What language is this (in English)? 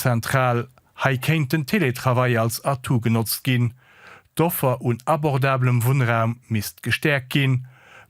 Luxembourgish